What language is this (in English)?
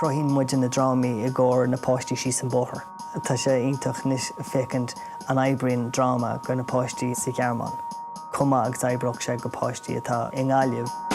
Irish